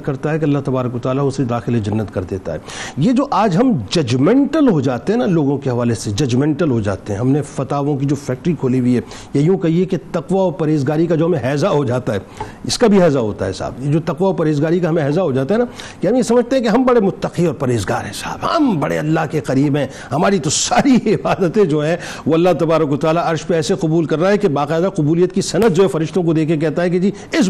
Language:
Urdu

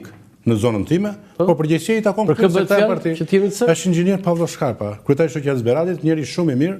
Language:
Albanian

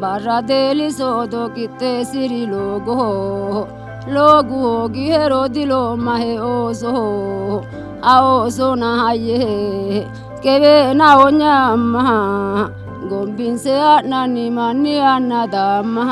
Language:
Sidamo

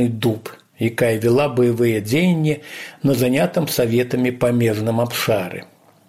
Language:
Belarusian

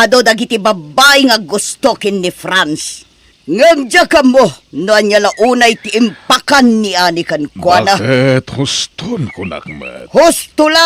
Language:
Iloko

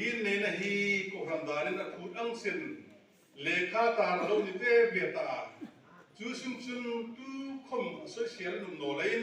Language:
Hmar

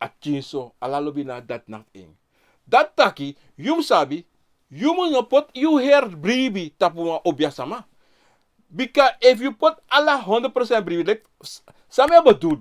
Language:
Sranan Tongo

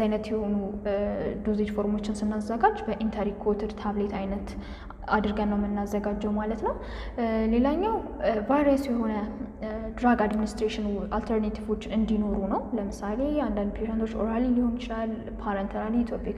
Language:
Amharic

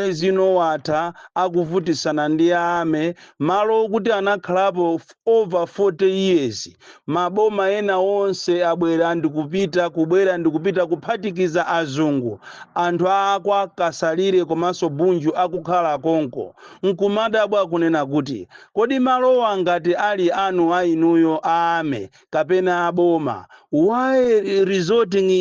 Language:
Nyanja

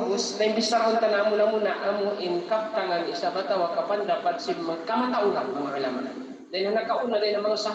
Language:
Tausug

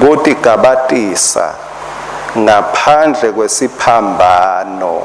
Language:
Swati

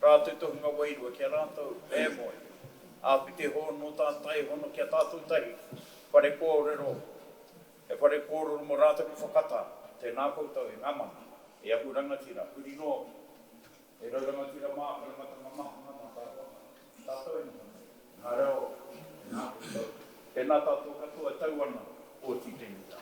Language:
Māori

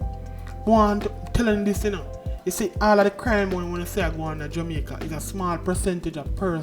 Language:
Jamaican Creole English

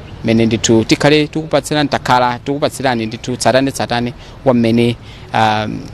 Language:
Nyanja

